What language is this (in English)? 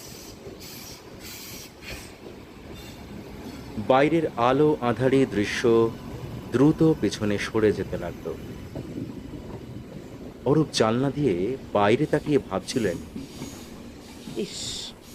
Bangla